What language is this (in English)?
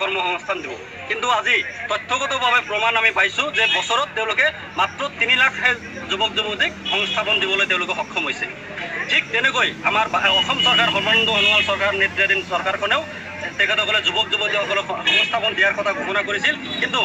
Assamese